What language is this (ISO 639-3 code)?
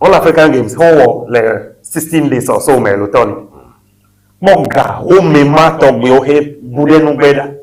ewe